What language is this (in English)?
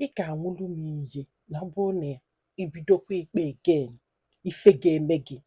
Igbo